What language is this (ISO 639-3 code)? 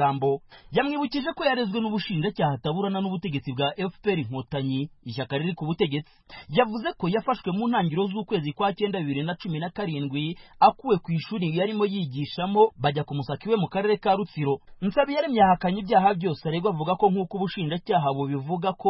kin